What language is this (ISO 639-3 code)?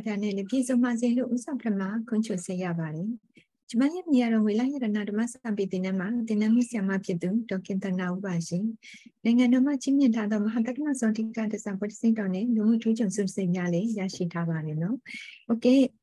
mya